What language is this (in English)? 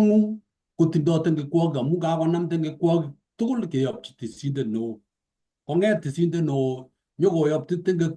Kalenjin